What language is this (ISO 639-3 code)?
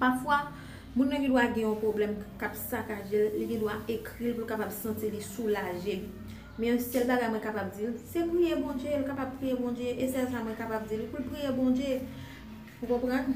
hat